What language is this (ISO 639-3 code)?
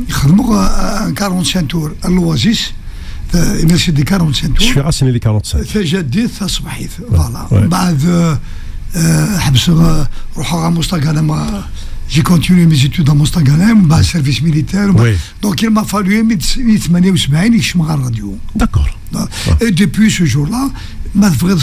kab